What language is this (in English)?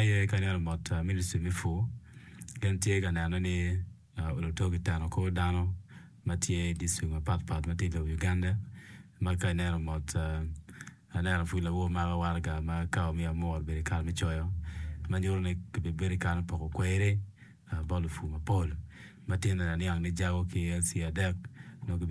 Acoli